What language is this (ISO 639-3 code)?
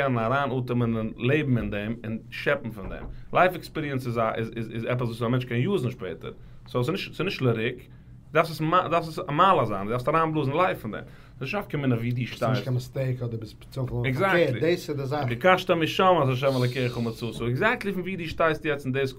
yid